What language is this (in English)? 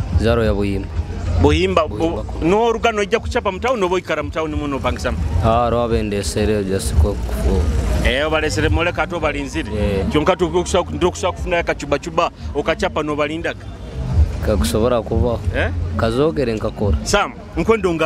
Nyoro